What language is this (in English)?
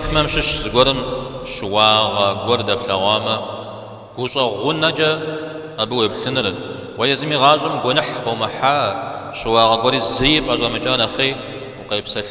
Kabardian